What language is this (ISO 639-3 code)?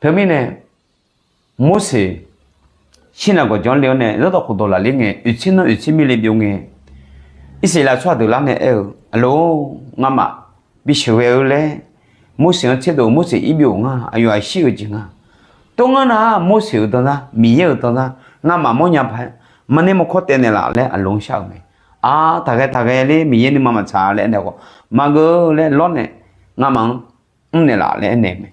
ahk